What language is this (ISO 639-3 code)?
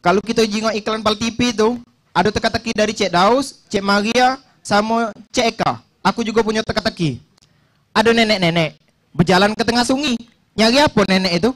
mui